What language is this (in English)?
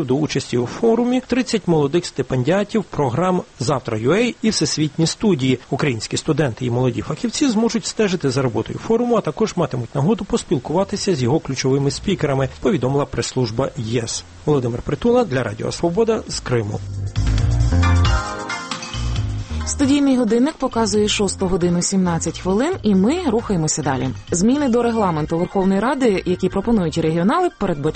Ukrainian